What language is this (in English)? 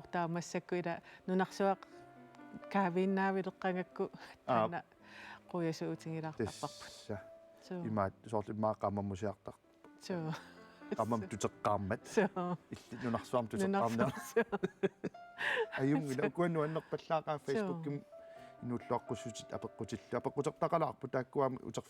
Kalaallisut